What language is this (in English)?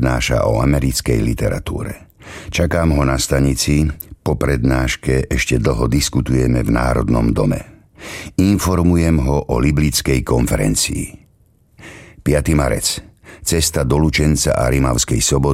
Slovak